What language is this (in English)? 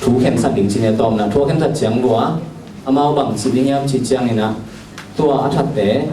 Tedim Chin